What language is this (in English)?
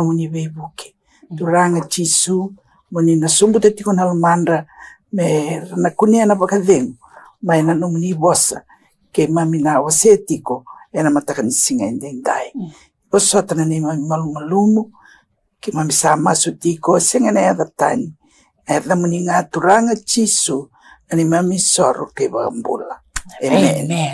Fijian